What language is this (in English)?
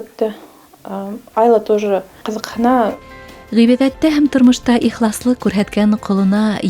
Bashkir